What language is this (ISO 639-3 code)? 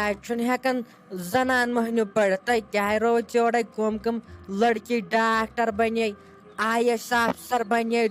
kas